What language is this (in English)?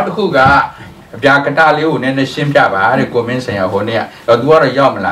Burmese